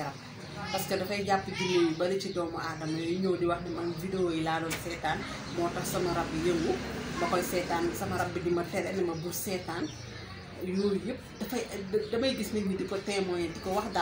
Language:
Wolof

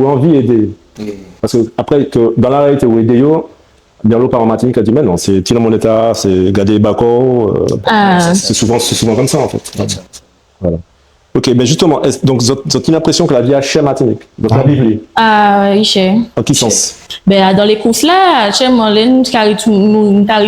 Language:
Guadeloupean Creole French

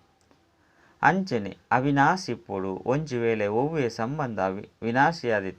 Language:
Tulu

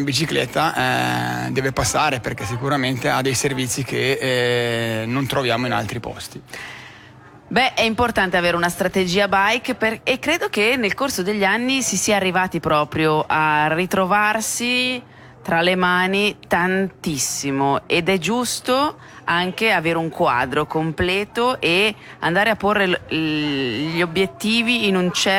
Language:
Italian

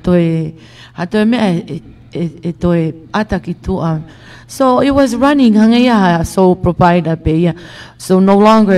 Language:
Tongan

